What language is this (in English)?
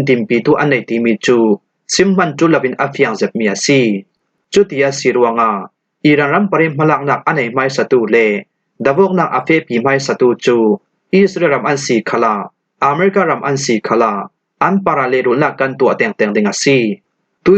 Falam Chin